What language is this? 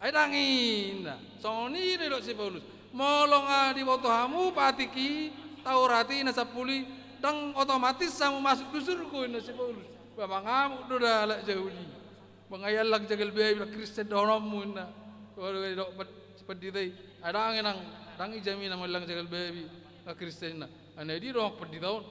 Batak Toba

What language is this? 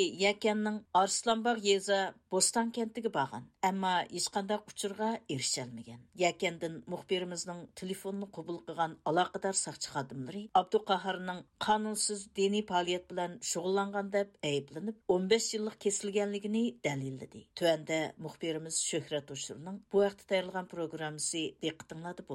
Uyghur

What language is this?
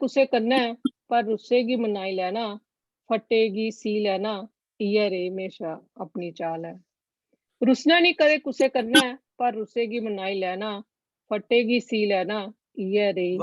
Dogri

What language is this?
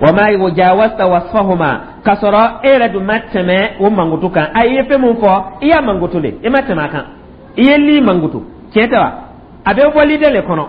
Dyula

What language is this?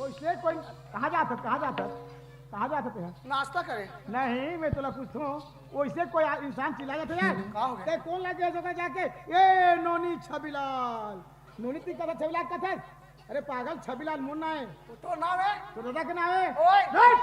Chhattisgarhi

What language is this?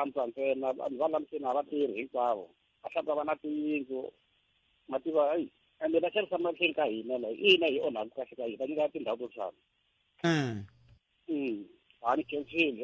Tsonga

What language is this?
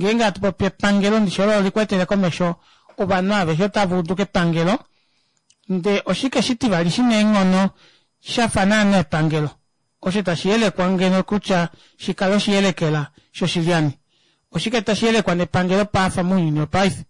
Kuanyama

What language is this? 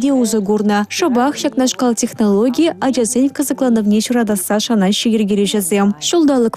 Chuvash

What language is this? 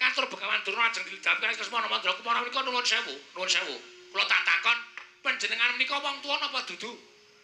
Javanese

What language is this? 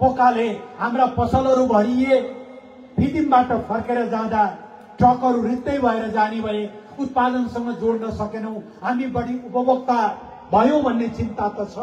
Nepali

